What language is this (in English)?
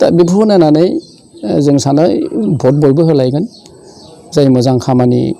Bodo